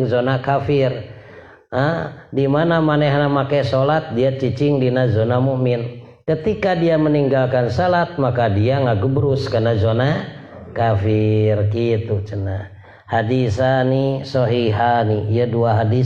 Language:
Sundanese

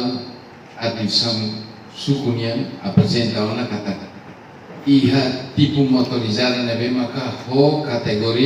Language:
Tetum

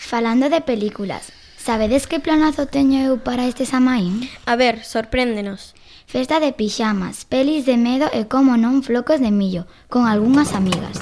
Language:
Galician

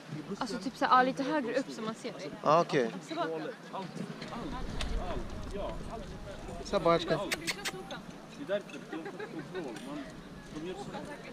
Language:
Swedish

